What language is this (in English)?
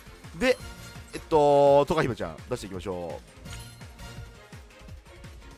Japanese